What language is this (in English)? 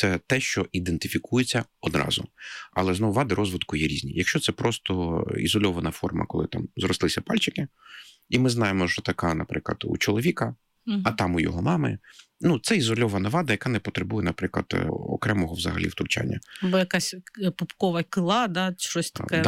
Ukrainian